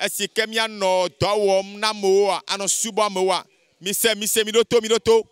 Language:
Ewe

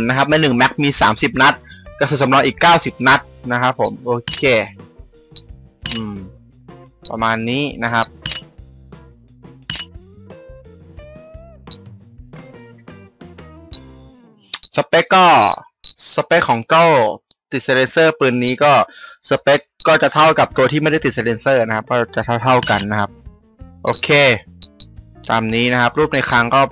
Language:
Thai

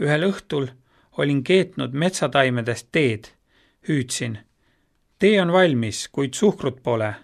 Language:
Estonian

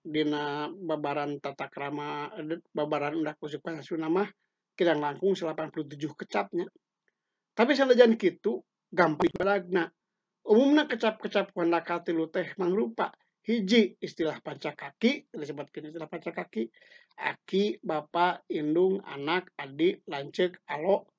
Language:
Sundanese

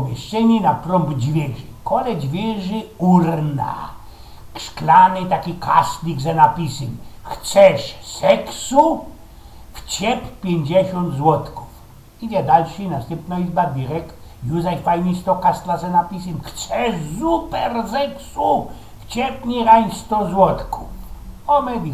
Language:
Silesian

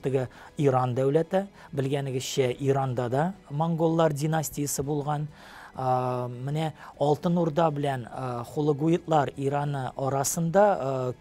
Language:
Tatar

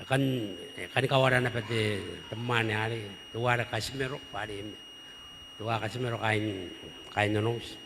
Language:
Gilbertese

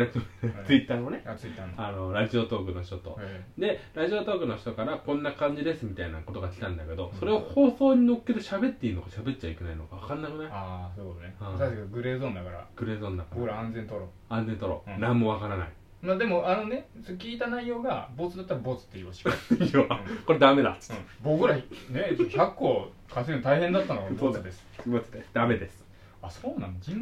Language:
Japanese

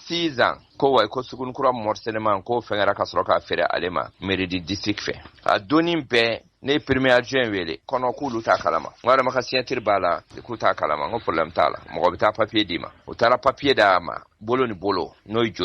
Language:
Bambara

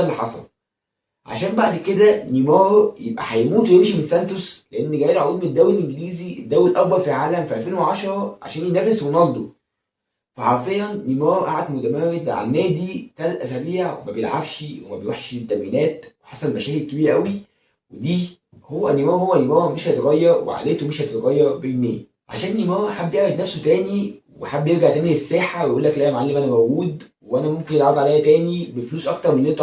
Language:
Egyptian Arabic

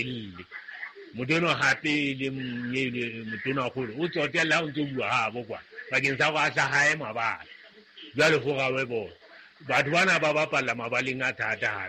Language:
Southern Sotho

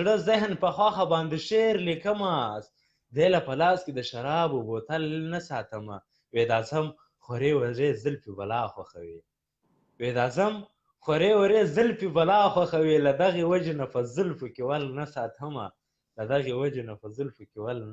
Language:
Pashto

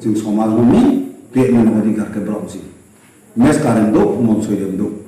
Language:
Riang (India)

